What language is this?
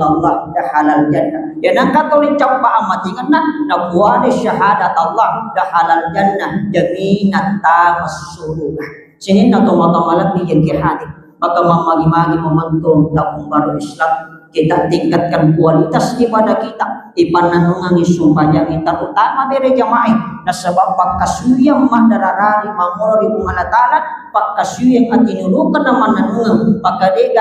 Buginese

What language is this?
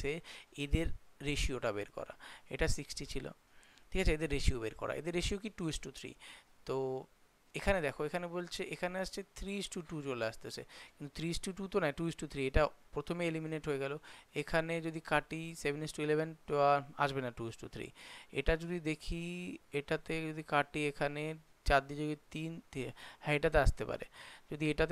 Bangla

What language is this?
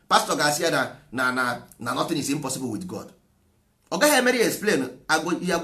Igbo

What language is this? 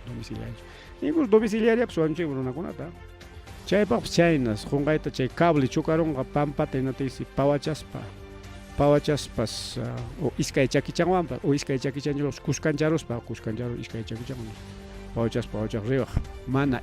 Ayacucho Quechua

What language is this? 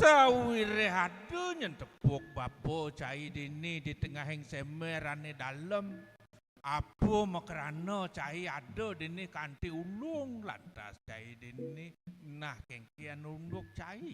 Balinese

